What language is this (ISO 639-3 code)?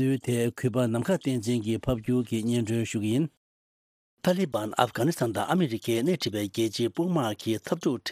bod